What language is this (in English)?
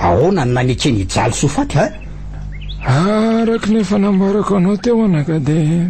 Malagasy